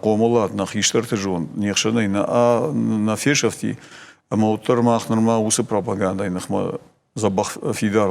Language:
Ossetic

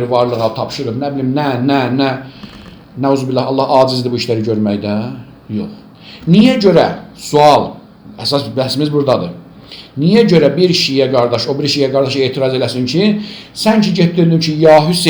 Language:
Azerbaijani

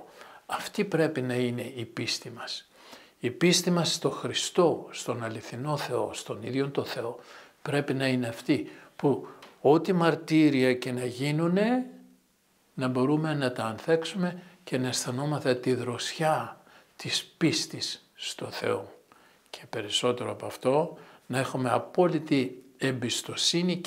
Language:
Greek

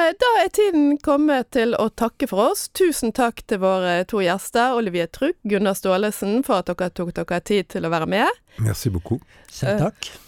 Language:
Norwegian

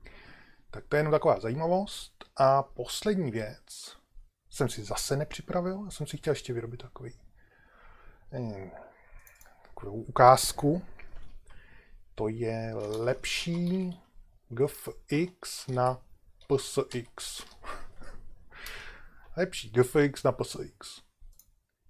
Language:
Czech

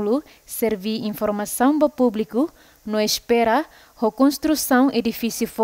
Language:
Tetum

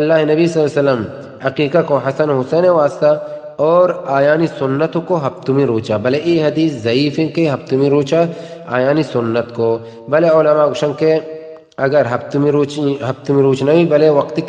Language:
Baluchi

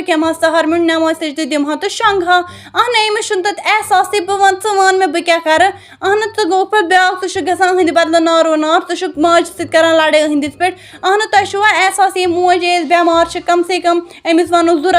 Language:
Kashmiri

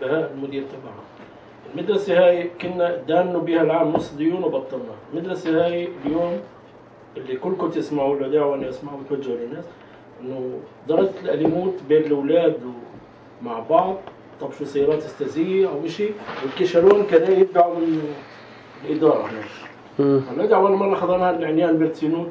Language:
North Levantine Arabic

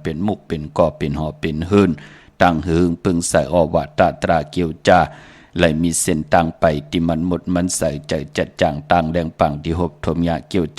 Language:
Shan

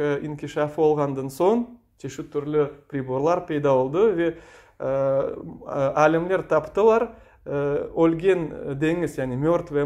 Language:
Crimean Tatar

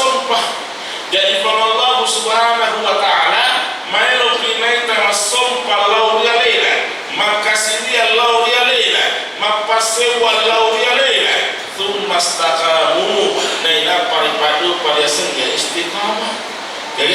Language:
Buginese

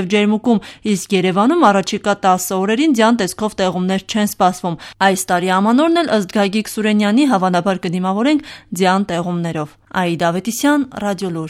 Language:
Armenian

